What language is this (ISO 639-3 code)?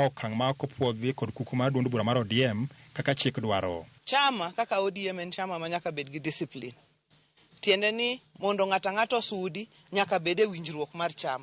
luo